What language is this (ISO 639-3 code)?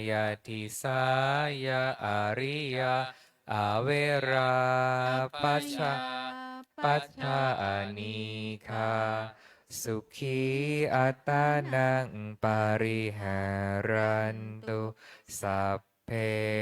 pli